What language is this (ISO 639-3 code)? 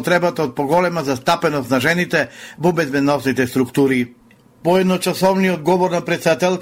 mkd